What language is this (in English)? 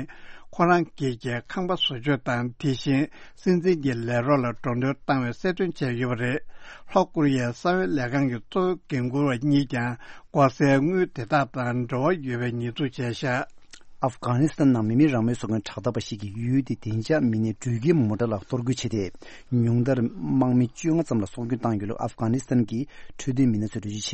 Tibetan